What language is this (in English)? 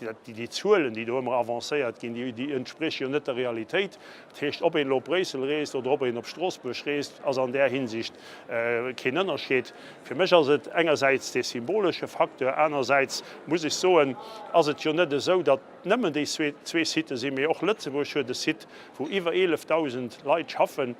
Luxembourgish